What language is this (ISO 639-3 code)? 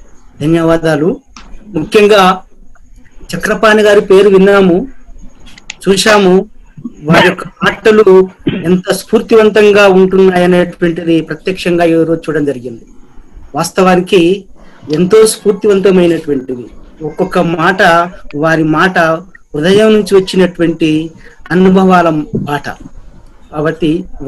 tel